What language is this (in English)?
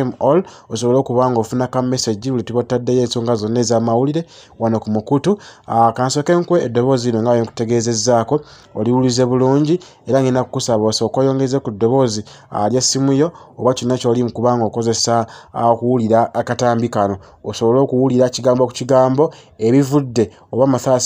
Ganda